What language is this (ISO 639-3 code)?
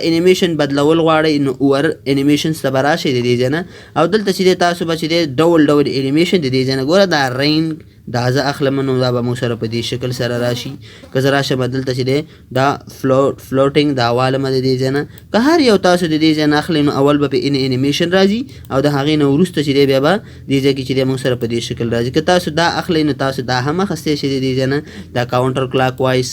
pus